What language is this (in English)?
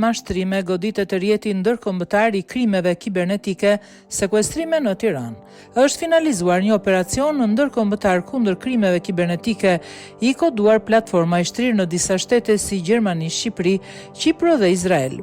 Albanian